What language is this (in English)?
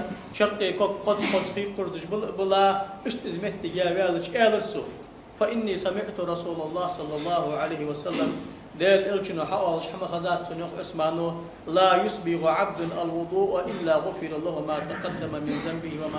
Ingush